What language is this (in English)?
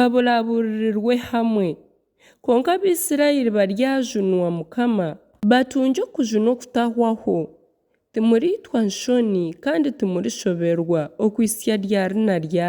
Nyankole